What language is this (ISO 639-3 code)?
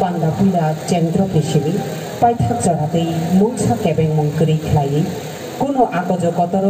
trp